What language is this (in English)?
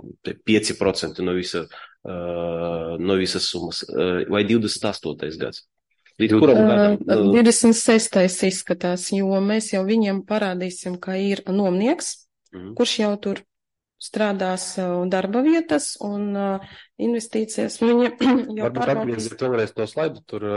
Latvian